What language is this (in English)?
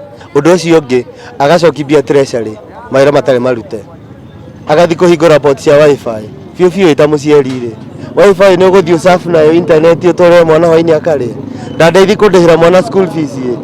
Kikuyu